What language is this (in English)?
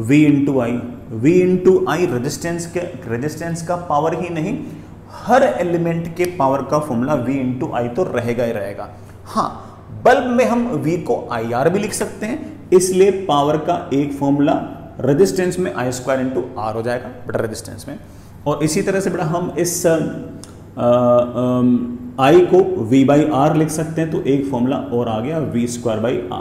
Hindi